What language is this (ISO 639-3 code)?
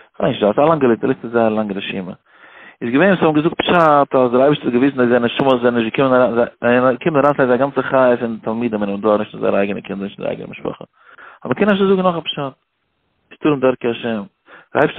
yid